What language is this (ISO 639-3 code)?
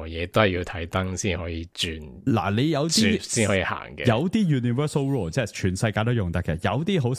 yue